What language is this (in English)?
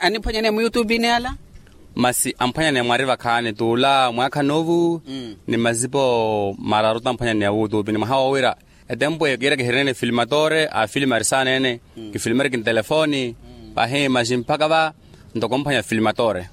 Makhuwa